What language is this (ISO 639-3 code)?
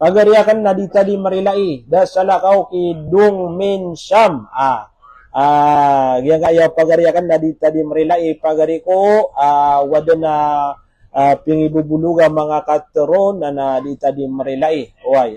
mrw